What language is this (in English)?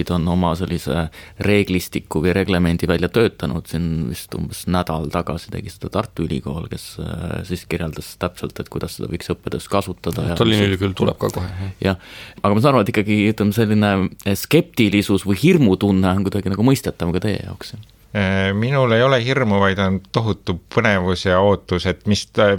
Estonian